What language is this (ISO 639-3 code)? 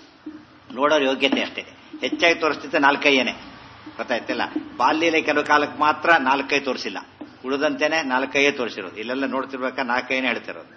kan